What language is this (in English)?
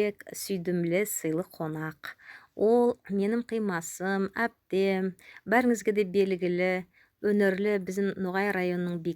Nogai